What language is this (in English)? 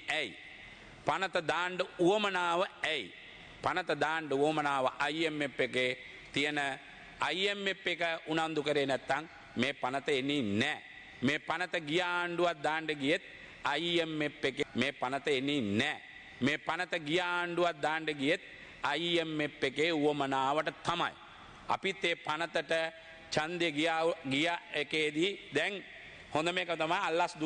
Sinhala